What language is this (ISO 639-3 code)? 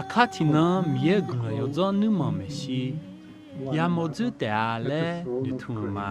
ahk